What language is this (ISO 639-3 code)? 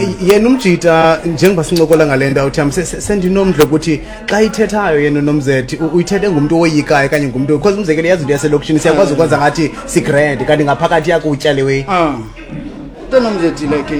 xho